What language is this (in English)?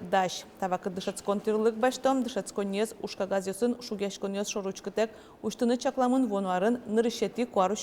Udmurt